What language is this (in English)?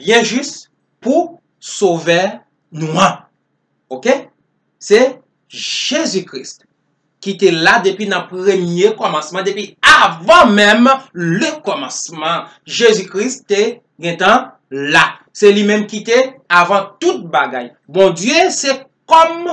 Haitian Creole